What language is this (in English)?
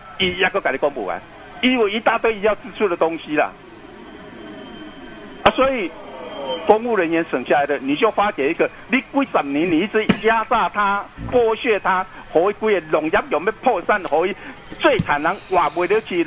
Min Nan Chinese